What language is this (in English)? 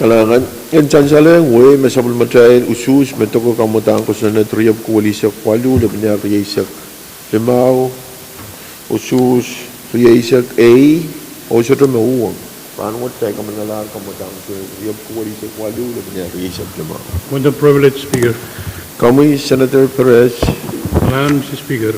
Pohnpeian